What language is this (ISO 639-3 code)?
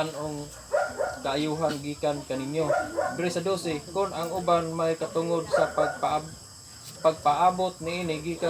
ceb